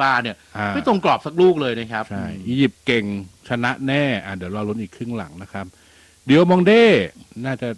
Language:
Thai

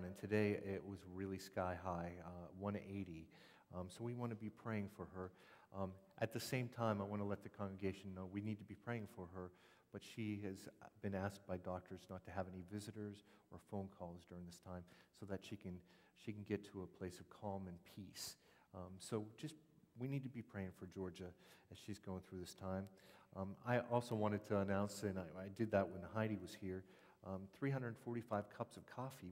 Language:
English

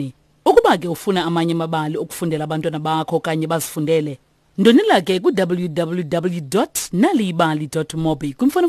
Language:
Xhosa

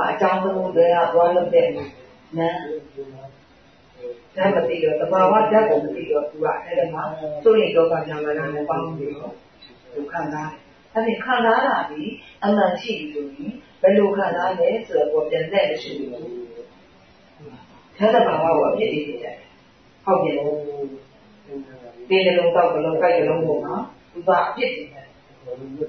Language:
Burmese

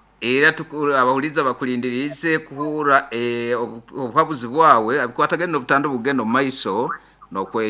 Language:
Nyoro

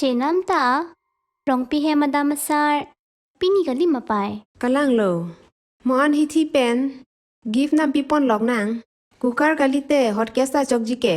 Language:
Karbi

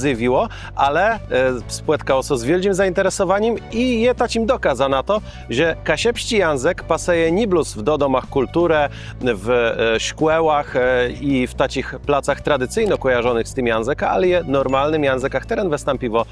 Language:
Kashubian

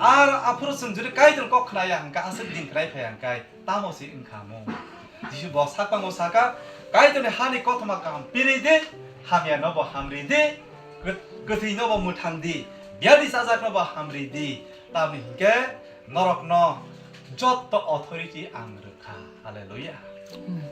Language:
Kok Borok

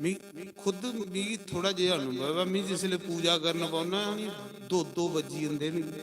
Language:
Dogri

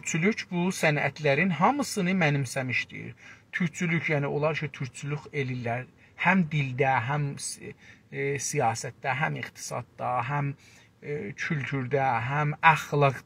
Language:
South Azerbaijani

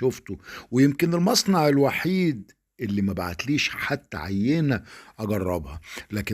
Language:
Egyptian Arabic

